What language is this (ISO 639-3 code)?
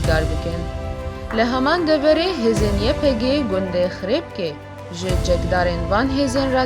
kur